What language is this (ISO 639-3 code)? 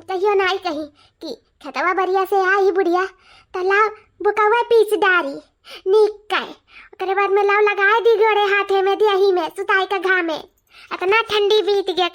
awa